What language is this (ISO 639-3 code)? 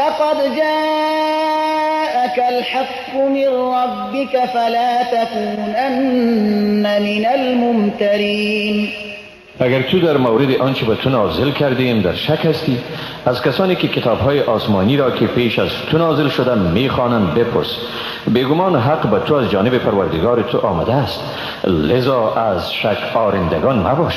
tgk